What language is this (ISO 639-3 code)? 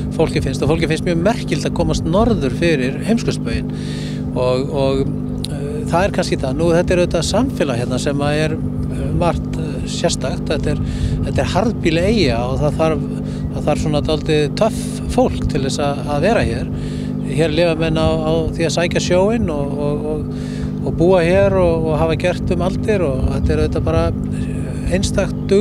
isl